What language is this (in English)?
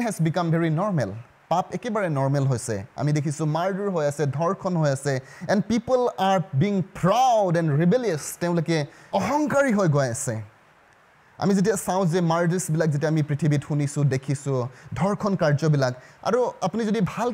Assamese